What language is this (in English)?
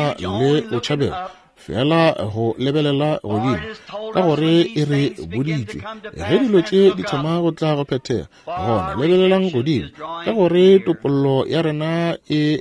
Northern Sotho